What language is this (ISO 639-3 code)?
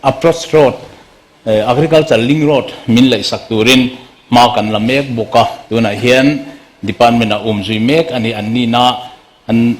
lus